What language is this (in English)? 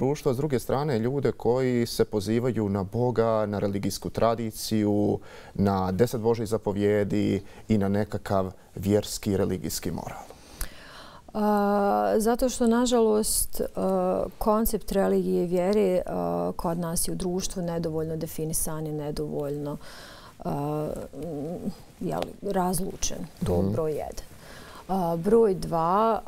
Bosnian